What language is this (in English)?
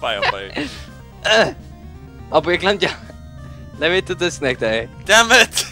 Faroese